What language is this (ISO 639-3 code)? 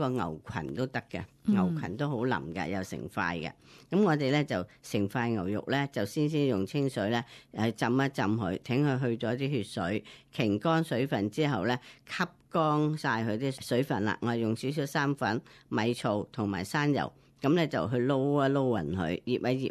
yue